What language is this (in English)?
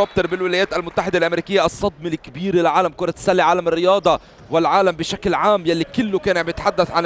North Levantine Arabic